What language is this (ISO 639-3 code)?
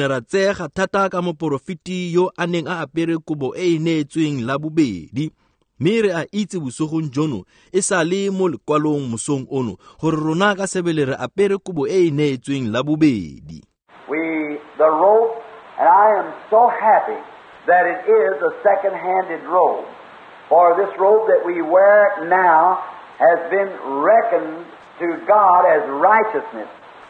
tsn